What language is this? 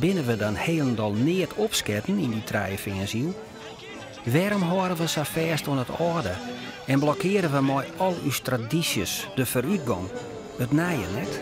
Western Frisian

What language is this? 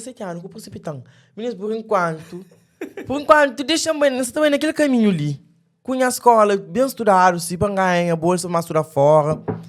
Kabuverdianu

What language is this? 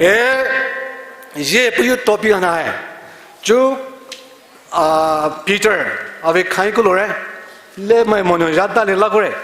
Poumei Naga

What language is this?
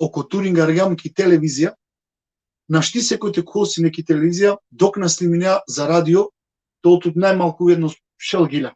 Balkan Romani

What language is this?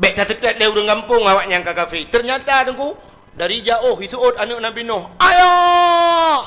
Achinese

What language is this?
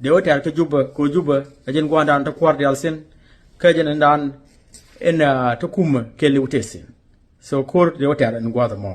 Nuer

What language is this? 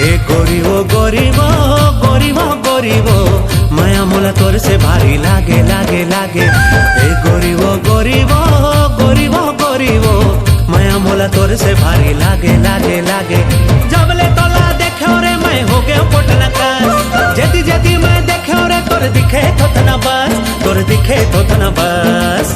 Chhattisgarhi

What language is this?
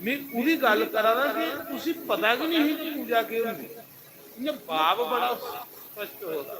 Dogri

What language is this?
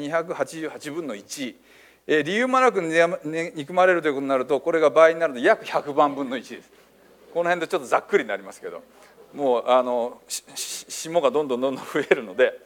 Japanese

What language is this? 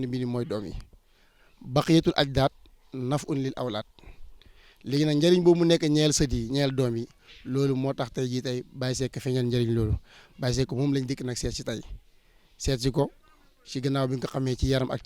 Wolof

